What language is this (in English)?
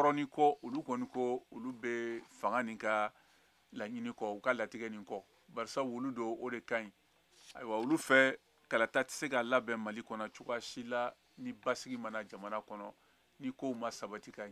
Bambara